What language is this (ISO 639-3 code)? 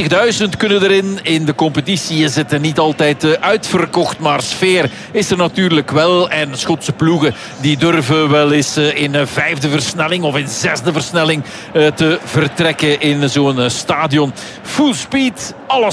nld